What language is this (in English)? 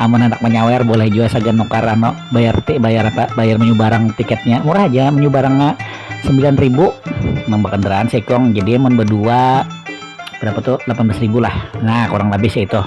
Banjar